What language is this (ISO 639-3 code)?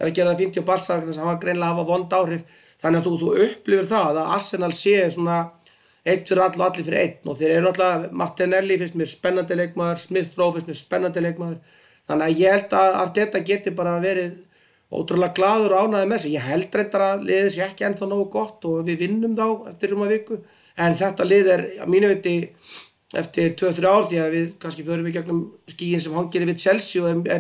isl